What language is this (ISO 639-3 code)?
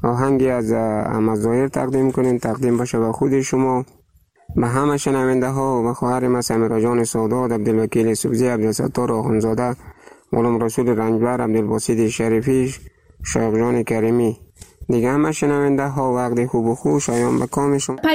fas